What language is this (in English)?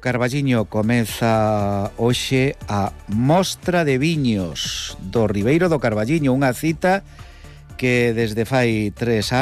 Galician